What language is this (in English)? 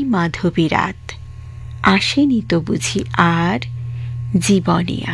Bangla